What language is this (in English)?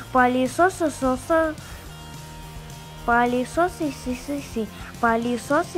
Russian